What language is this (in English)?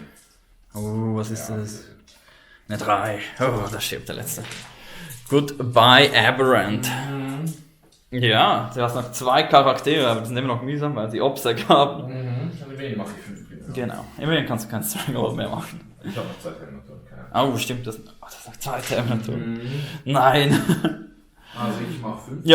Swiss German